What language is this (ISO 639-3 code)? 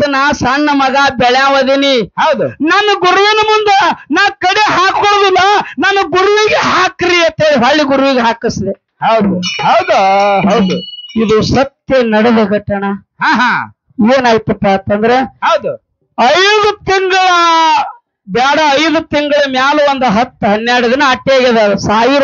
kan